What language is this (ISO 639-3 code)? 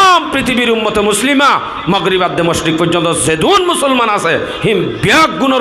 rhg